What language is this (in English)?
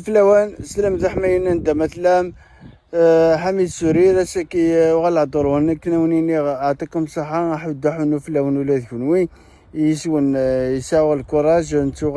Kabyle